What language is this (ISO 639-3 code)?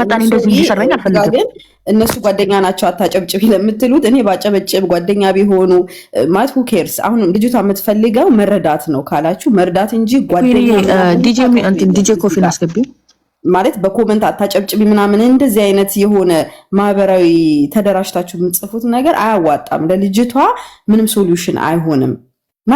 amh